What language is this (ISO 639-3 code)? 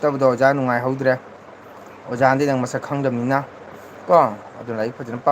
mni